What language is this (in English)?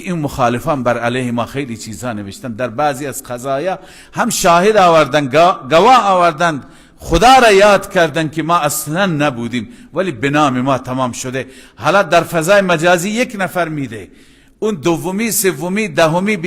Persian